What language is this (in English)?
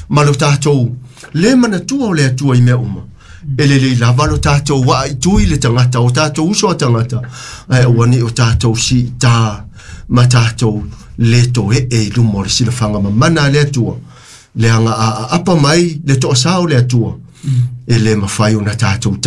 Samoan